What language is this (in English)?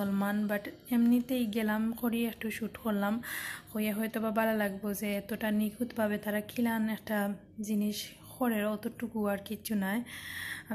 Sylheti